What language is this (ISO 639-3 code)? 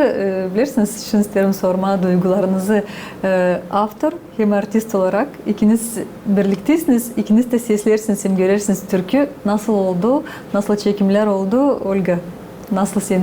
gag